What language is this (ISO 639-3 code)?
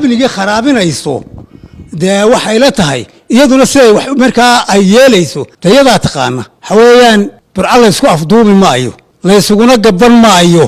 som